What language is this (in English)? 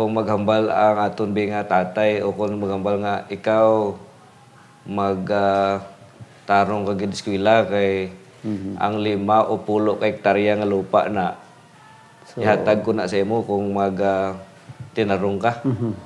Hiligaynon